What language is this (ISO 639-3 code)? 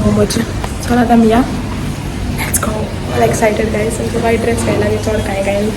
kok